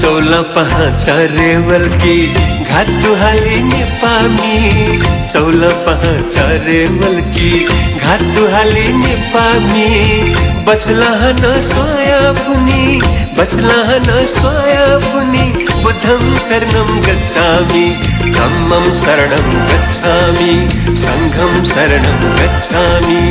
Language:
Newari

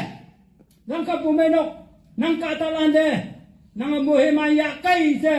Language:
Konyak Naga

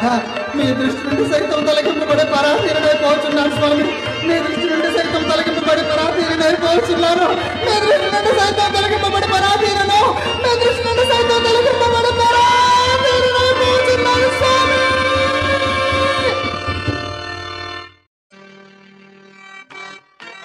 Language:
Telugu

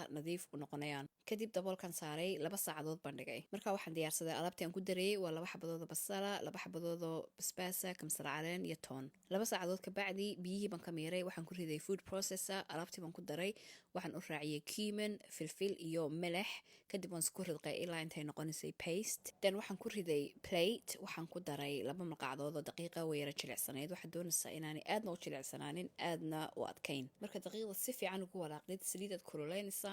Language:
Somali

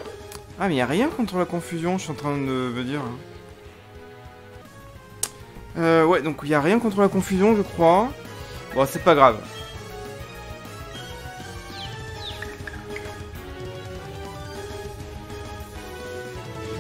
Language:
French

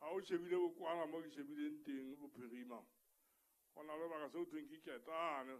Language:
Southern Sotho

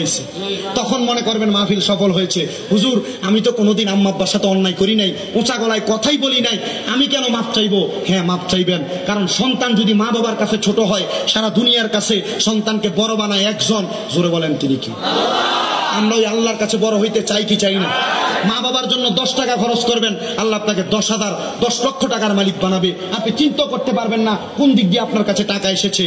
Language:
Bangla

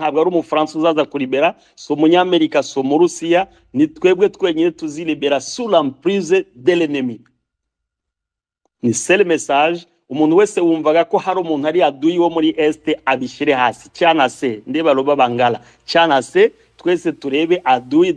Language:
Kinyarwanda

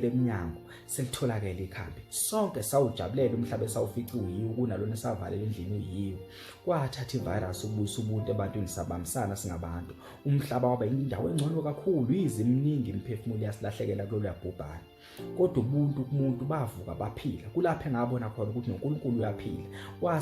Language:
Zulu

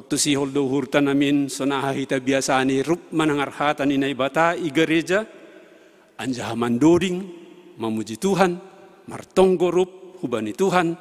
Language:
Batak Simalungun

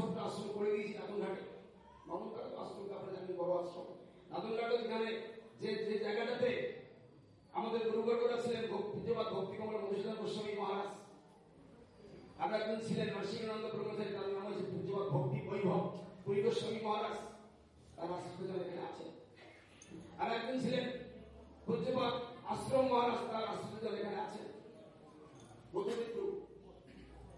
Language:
Bangla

